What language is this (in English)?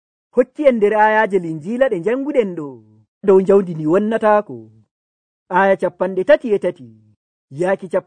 Nigerian Fulfulde